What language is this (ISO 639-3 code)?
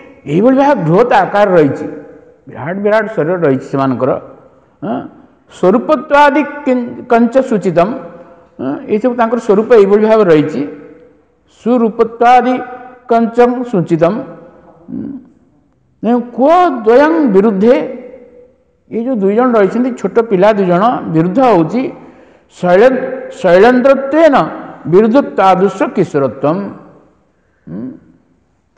ori